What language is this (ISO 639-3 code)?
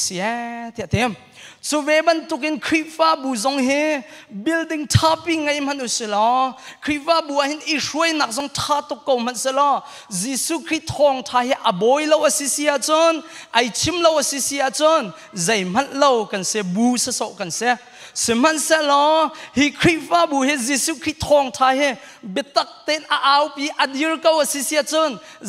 cnh